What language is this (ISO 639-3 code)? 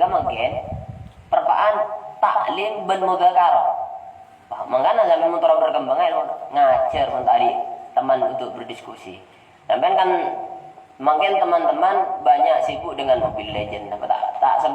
mad